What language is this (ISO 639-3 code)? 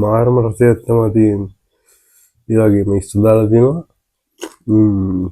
sin